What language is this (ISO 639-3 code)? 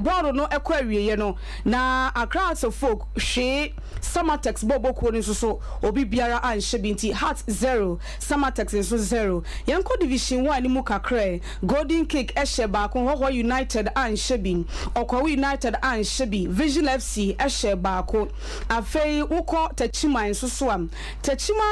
aka